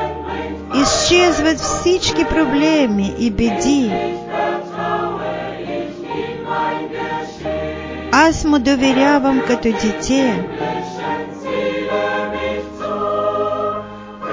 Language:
Bulgarian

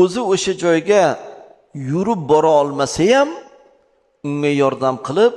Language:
Uzbek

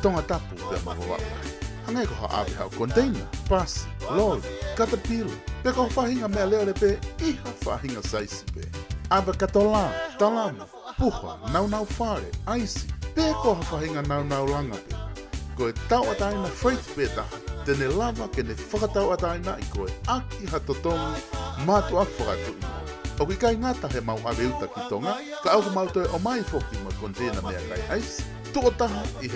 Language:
Tongan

